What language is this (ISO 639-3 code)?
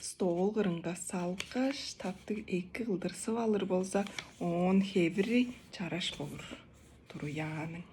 tyv